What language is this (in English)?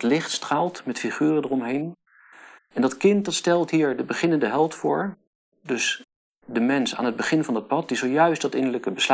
Dutch